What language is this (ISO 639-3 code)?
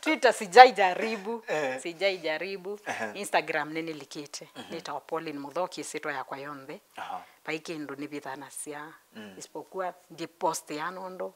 kam